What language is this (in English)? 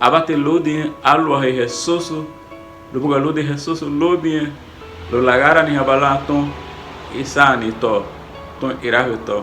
Garifuna